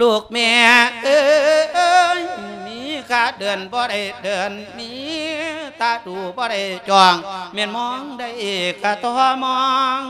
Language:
Lao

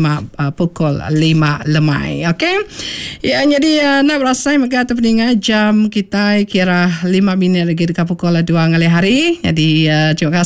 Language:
Iban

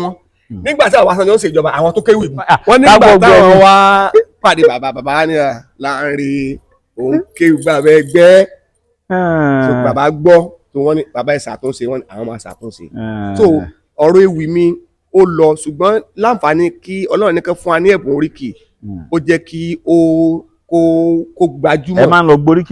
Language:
Yoruba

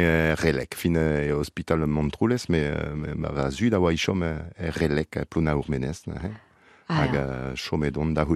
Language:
Breton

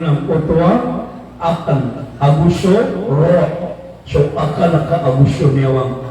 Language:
Maranao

